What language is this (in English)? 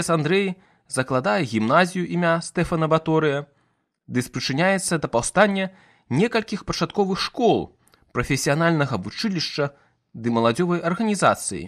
Belarusian